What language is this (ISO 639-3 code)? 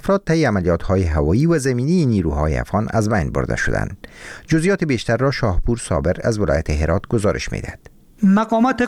fas